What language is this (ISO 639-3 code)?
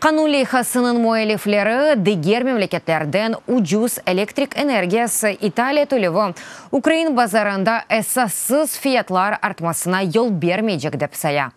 crh